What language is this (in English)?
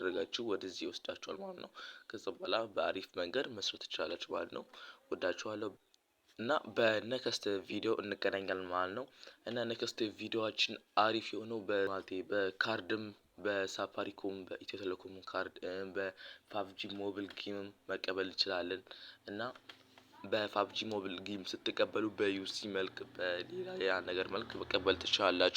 Amharic